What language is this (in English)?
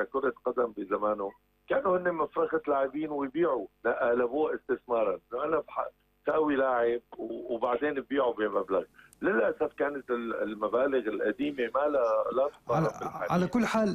North Levantine Arabic